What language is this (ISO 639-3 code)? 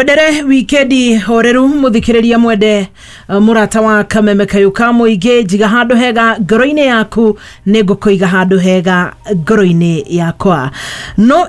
kik